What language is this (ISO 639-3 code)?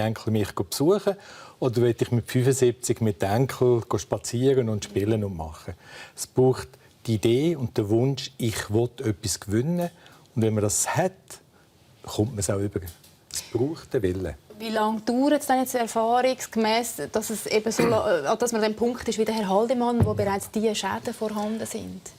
gsw